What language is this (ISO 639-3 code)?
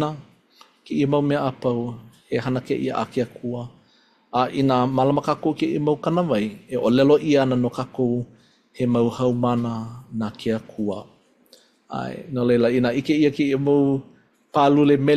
haw